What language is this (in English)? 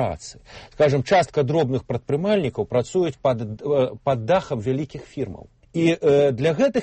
Belarusian